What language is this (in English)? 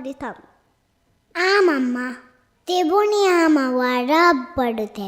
Divehi